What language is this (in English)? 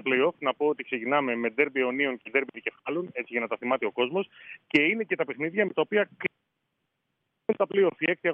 Greek